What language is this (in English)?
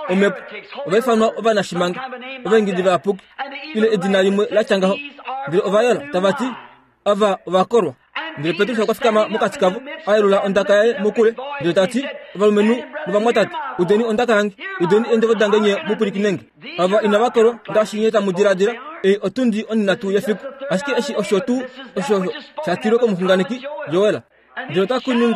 Kuanyama